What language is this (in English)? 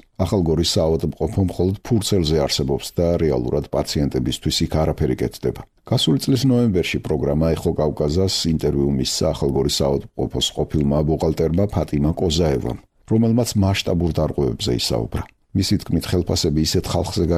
Georgian